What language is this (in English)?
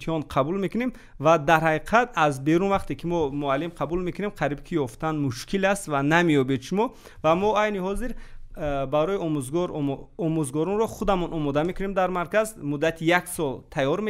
Tajik